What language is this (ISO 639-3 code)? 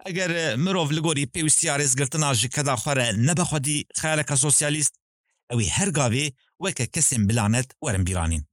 kur